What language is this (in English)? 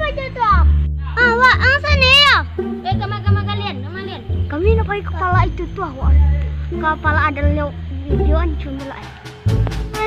Minangkabau